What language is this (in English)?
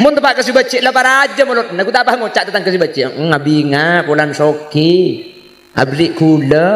Madurese